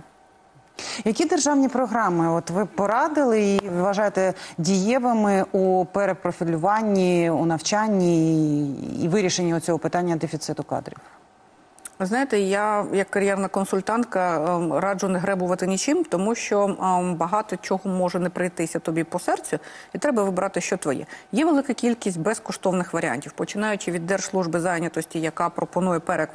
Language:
Ukrainian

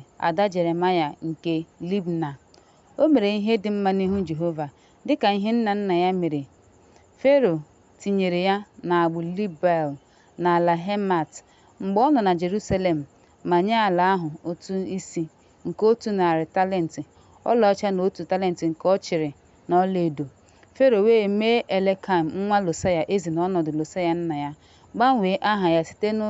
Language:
Igbo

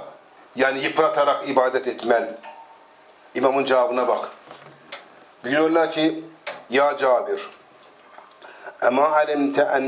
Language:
Turkish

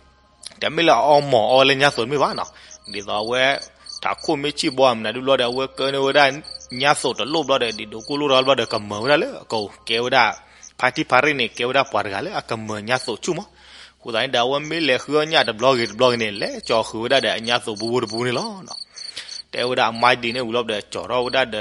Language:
S'gaw Karen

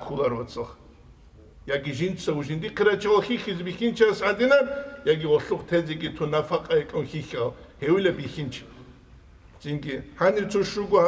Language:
Avaric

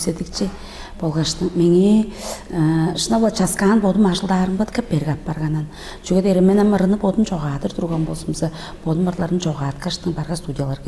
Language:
Tuvinian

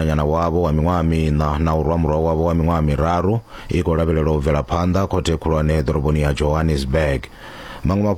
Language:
Venda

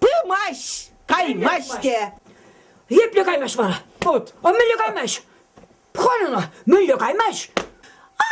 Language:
Chuvash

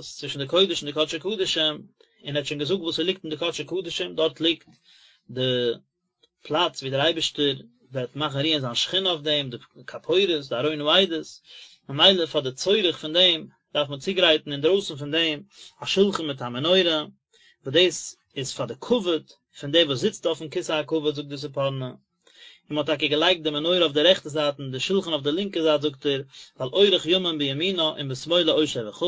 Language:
Yiddish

